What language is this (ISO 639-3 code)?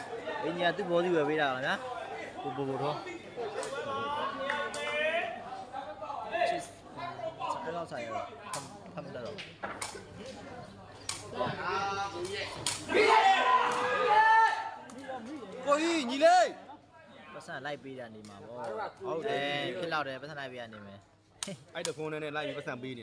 mya